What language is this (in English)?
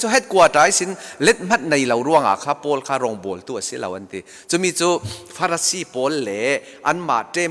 Falam Chin